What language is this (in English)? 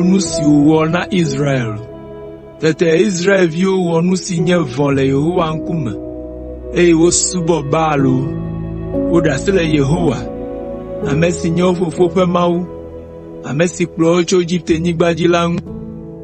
Ewe